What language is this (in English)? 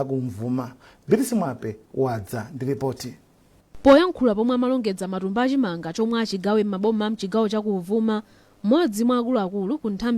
Nyanja